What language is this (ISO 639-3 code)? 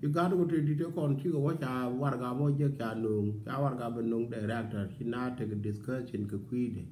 nus